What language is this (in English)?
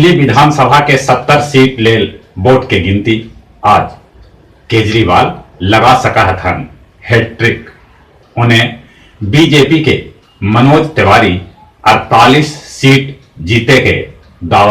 Magahi